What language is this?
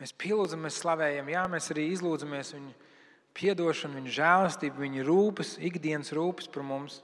Latvian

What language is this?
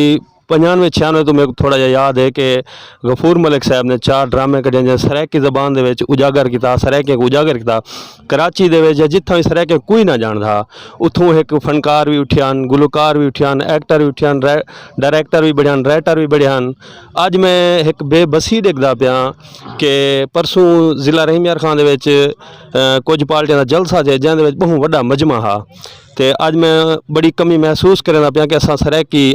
Saraiki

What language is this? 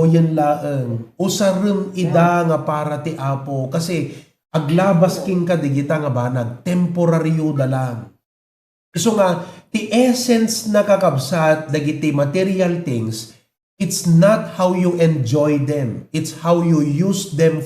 Iloko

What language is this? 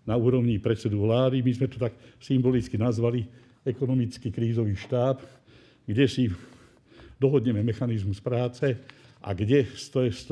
Slovak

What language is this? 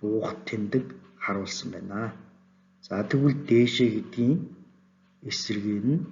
Mongolian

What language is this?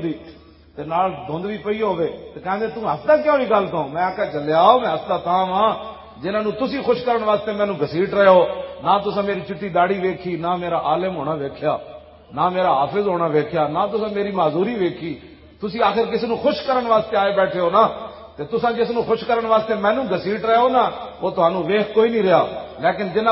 Western Panjabi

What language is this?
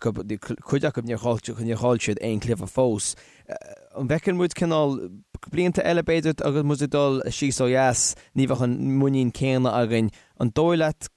Irish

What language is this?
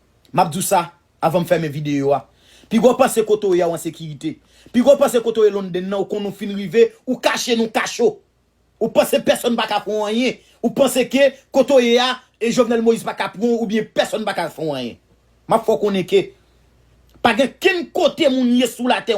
Haitian Creole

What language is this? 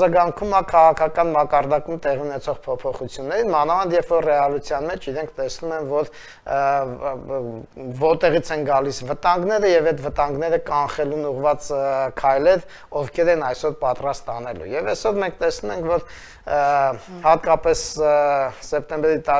Armenian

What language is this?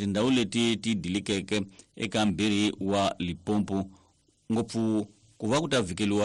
Tsonga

